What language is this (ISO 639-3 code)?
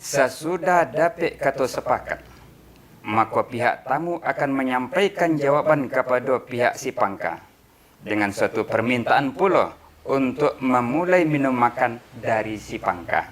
min